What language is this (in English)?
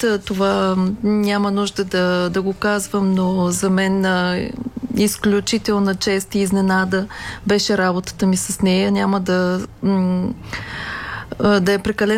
Bulgarian